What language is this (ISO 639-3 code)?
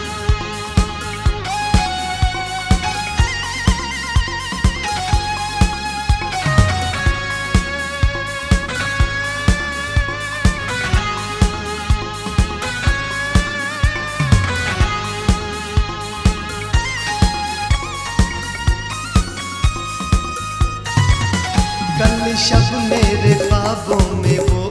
hin